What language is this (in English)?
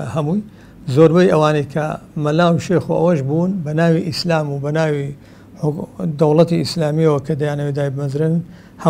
Central Kurdish